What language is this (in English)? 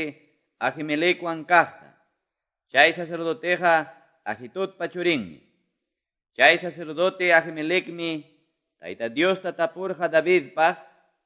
Quechua